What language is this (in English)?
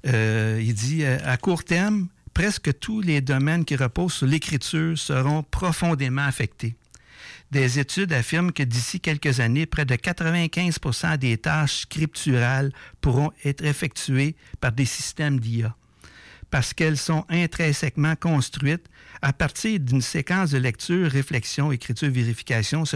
French